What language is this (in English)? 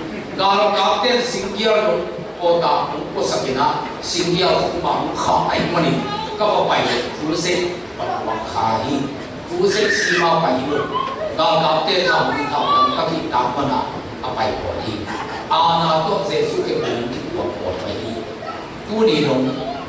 Tedim Chin